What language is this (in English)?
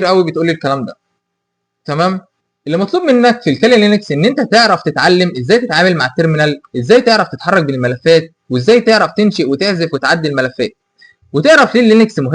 Egyptian Arabic